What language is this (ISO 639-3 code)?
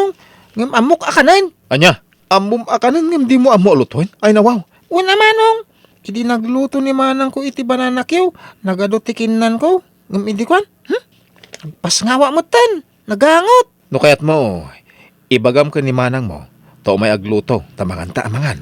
ilo